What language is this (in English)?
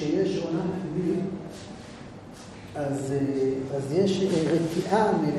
Hebrew